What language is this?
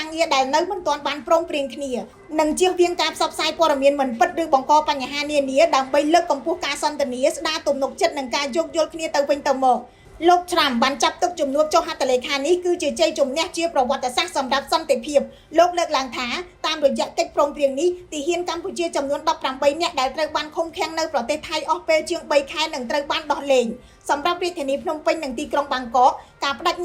Khmer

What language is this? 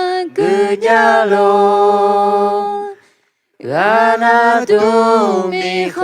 Akha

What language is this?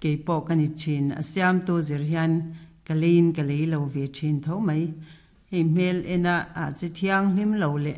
Mizo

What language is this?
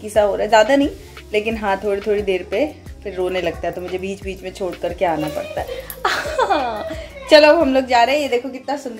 Hindi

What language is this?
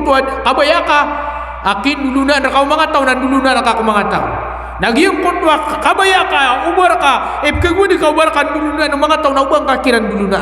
Maranao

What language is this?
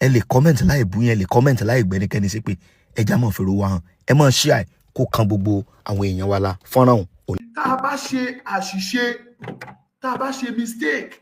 Yoruba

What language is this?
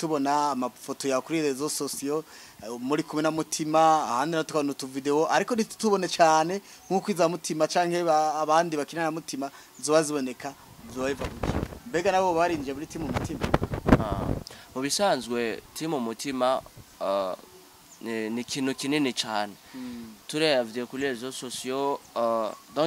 Rundi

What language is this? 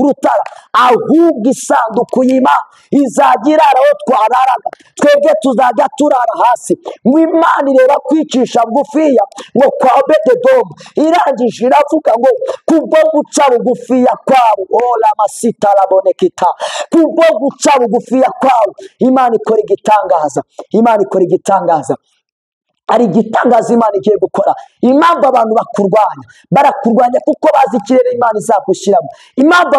Kinyarwanda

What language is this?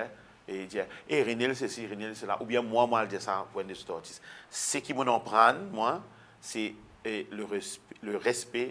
Morisyen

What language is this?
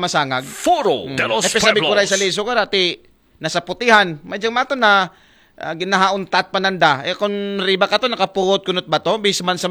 Aklanon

